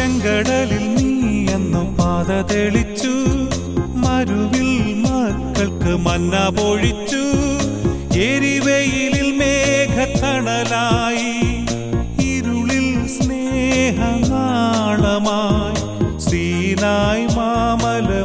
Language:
Malayalam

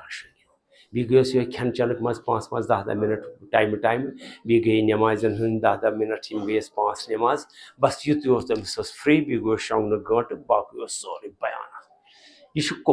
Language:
Kashmiri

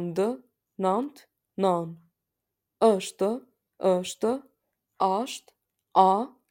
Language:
Albanian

